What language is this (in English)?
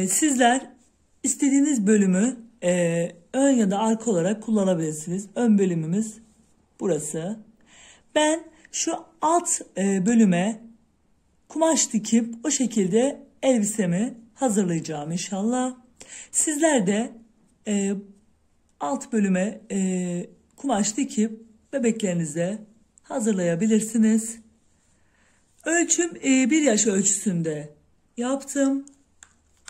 Turkish